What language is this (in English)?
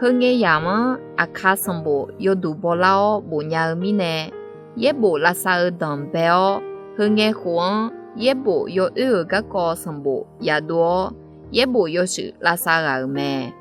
Akha